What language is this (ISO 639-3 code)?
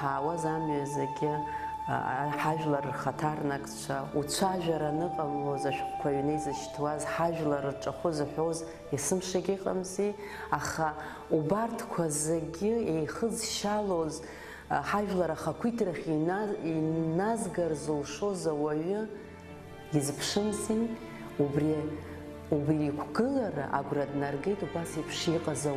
abk